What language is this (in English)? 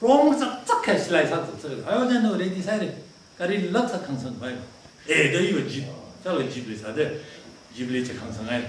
Tangkhul Naga (India)